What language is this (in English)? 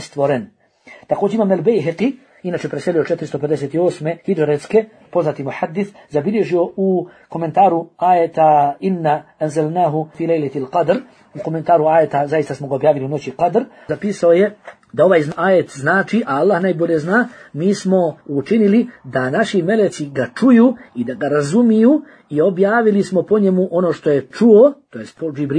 Bosnian